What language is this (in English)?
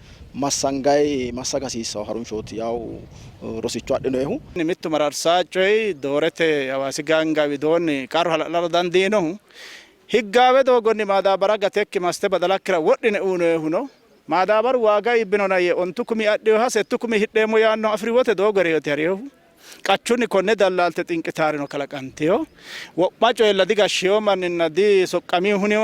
Sidamo